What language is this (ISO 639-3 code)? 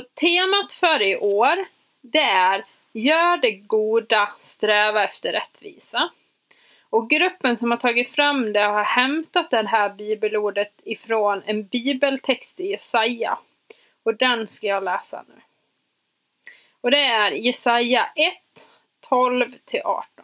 swe